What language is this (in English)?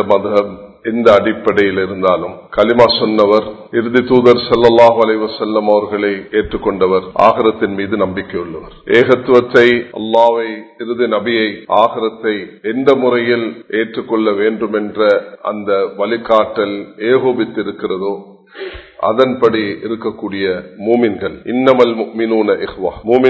Tamil